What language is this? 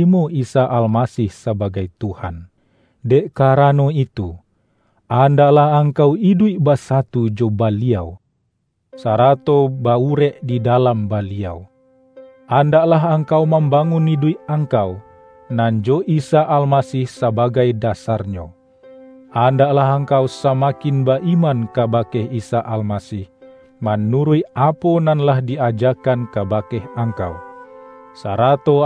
Minangkabau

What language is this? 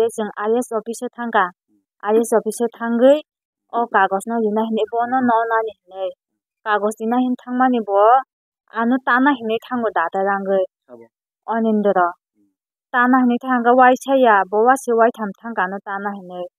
Kok Borok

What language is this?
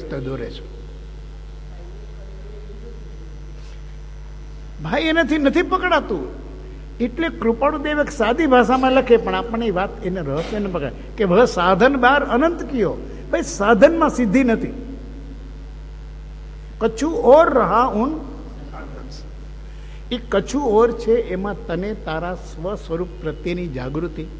Gujarati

